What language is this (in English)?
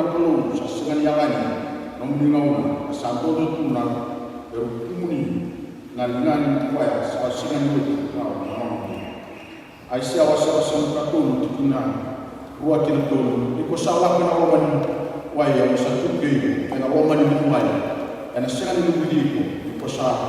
Fijian